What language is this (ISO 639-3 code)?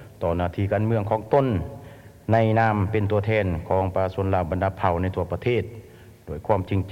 lao